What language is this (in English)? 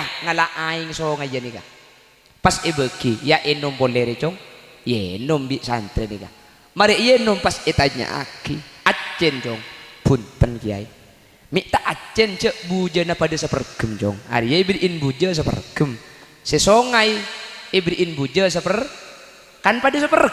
Madurese